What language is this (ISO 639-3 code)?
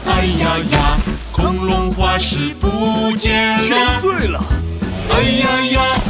zho